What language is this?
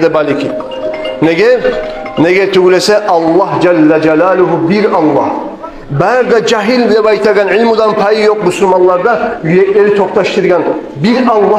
Kumyk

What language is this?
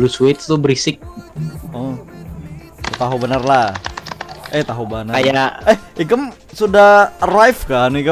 Banjar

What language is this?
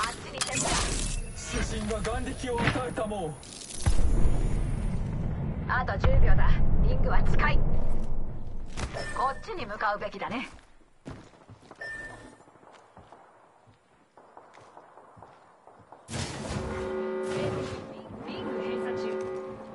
Japanese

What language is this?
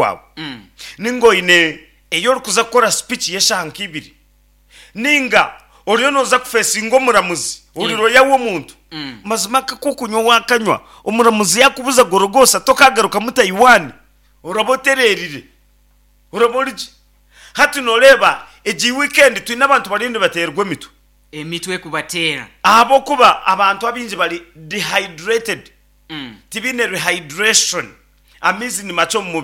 Nyankole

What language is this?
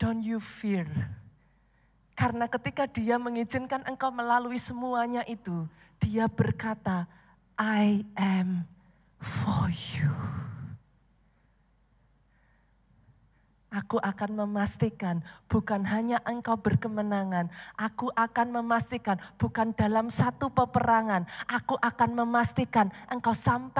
Indonesian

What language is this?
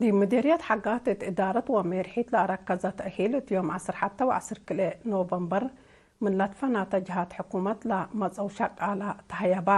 Tigre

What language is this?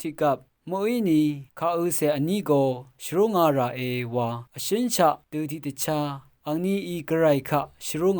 Rawang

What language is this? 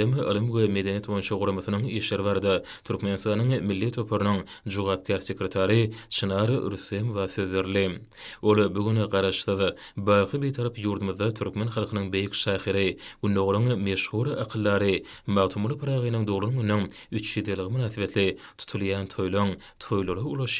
Turkmen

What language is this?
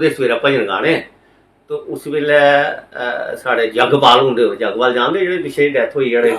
Dogri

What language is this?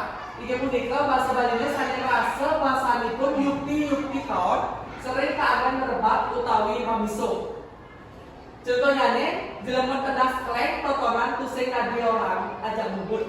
Balinese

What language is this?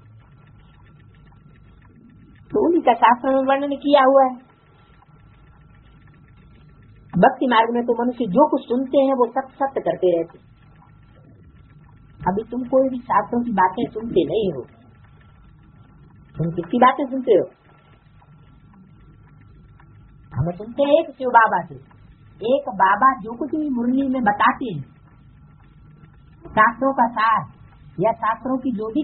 Hindi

